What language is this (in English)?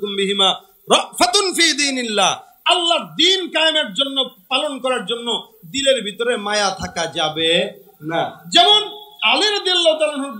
Bangla